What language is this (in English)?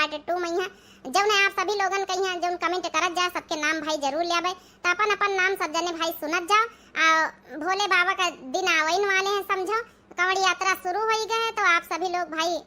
Awadhi